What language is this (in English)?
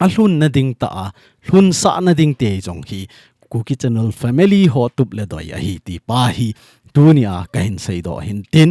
Thado Chin